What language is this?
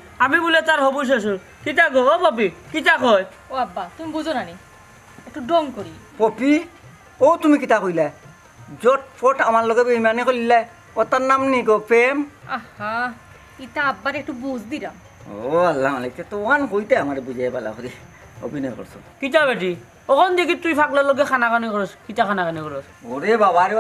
Sylheti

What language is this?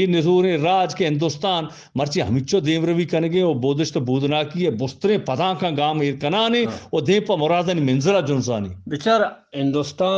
Eastern Balochi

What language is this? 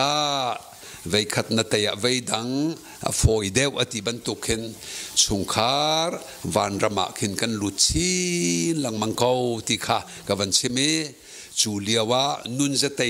Hakha Chin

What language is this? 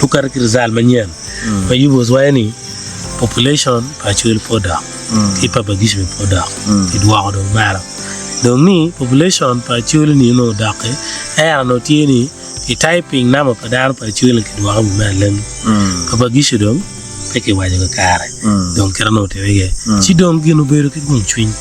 Acoli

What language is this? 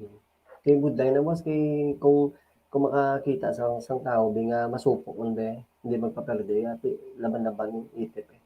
Hiligaynon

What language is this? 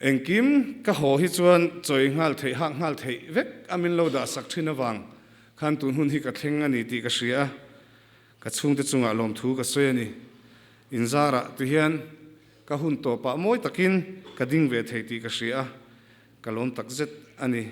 Mizo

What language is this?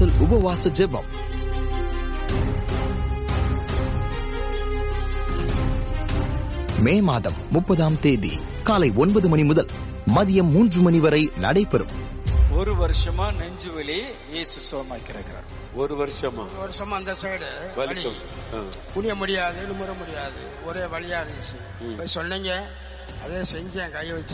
Tamil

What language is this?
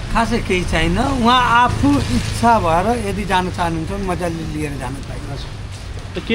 Nepali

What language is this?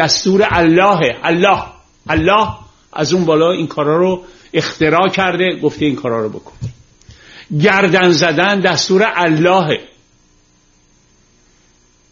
Persian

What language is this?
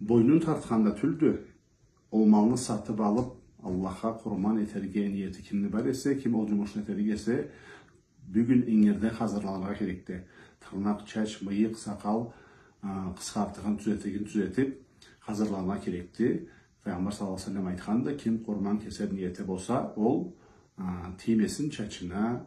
Karachay-Balkar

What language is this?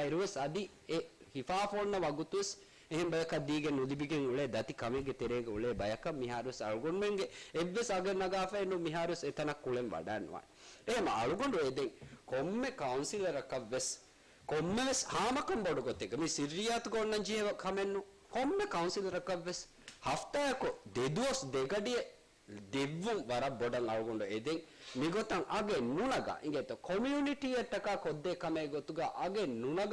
Divehi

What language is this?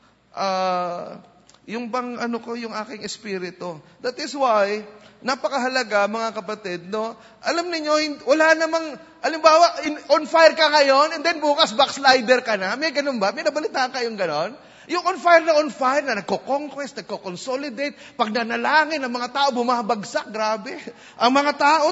Filipino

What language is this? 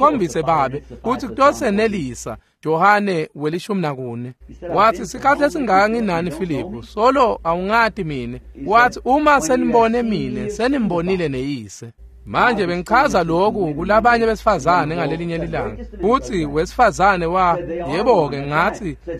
Swati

